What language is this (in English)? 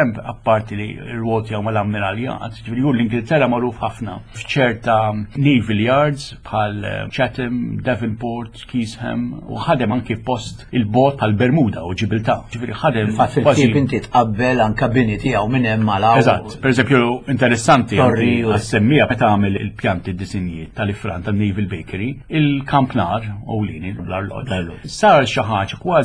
Maltese